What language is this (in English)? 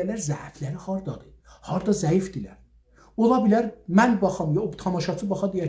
South Azerbaijani